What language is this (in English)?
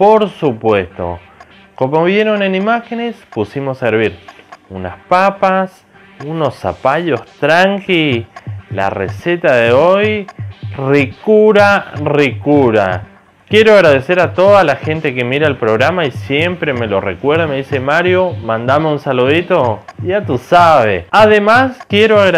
Spanish